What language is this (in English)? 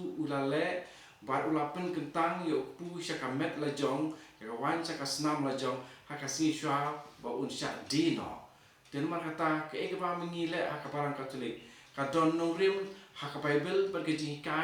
Khasi